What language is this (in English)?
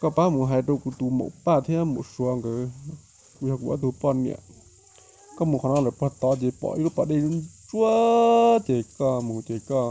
Hmong